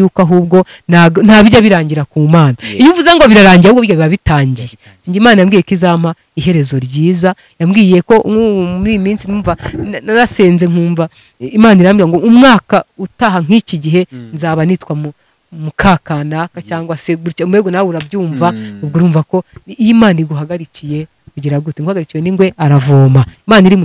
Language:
Kinyarwanda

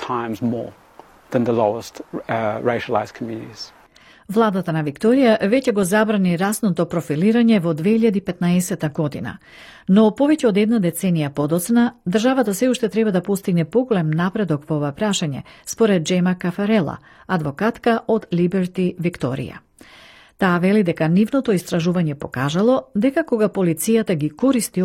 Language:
Macedonian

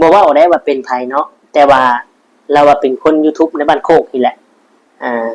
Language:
Lao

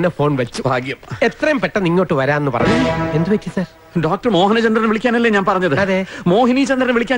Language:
Malayalam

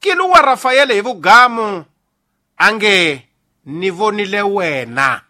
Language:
Tsonga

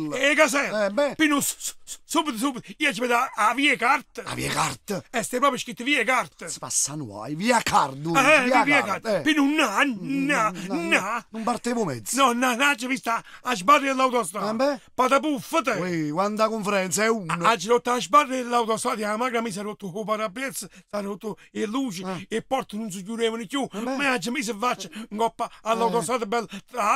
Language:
Neapolitan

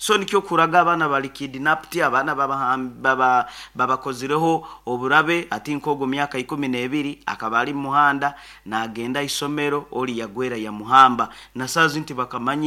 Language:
Nyoro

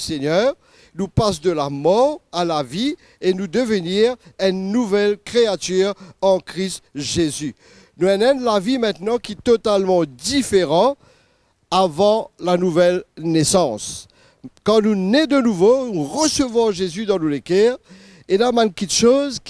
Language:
Morisyen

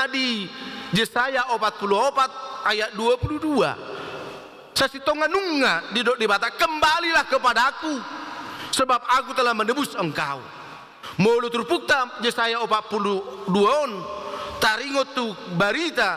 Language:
Batak Toba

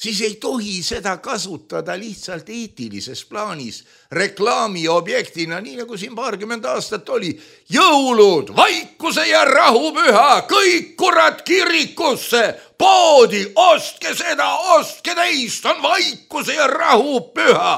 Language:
Estonian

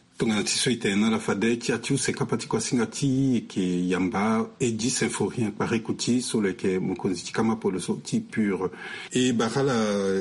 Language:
Sango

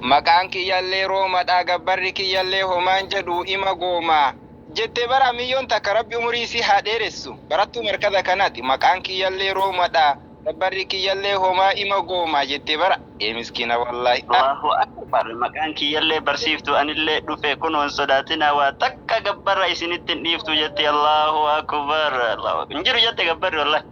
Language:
Oromo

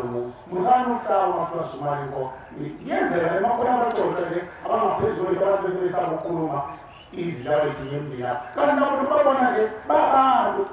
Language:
Zulu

